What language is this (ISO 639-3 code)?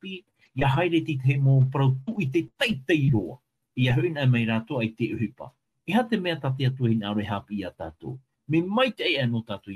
tah